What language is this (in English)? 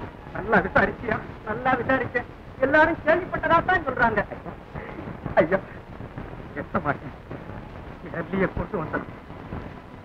Tamil